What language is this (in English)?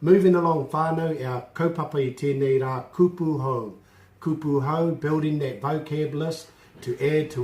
Māori